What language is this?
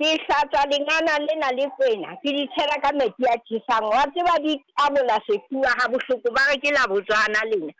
Southern Sotho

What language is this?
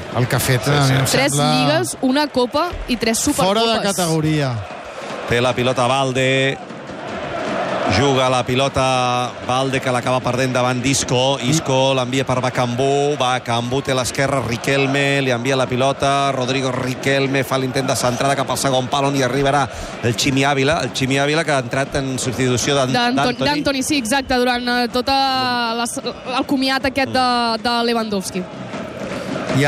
Catalan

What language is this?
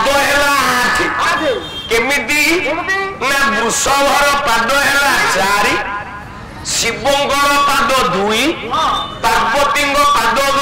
Odia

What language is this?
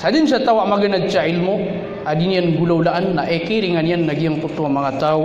Maranao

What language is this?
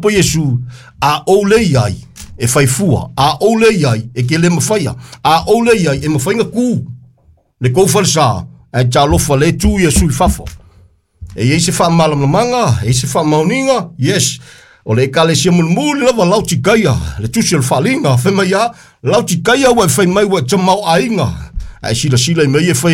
Samoan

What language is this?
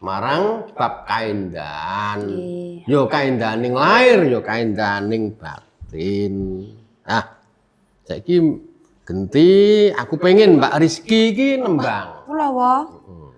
Javanese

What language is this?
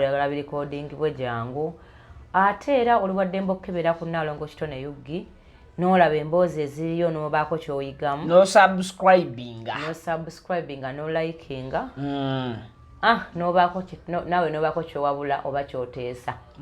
Ganda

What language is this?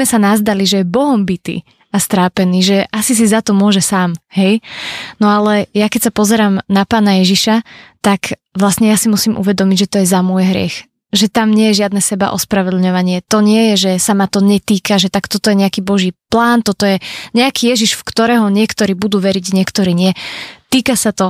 Slovak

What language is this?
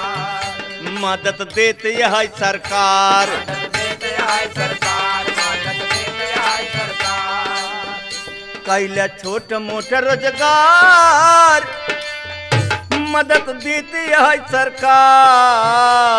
Bhojpuri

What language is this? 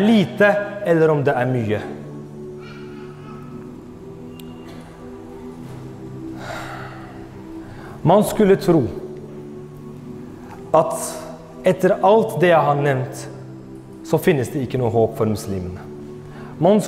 Norwegian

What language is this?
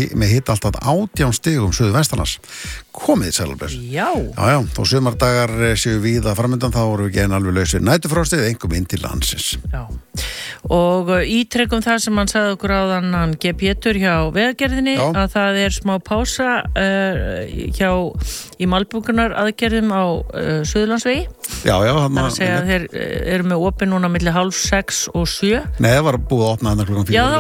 Icelandic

